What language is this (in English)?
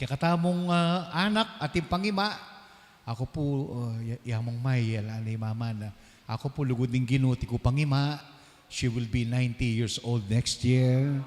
Pampanga